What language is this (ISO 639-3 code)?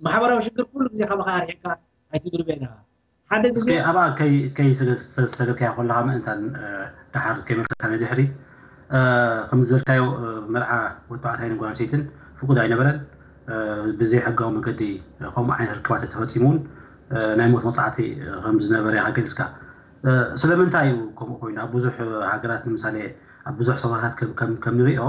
tir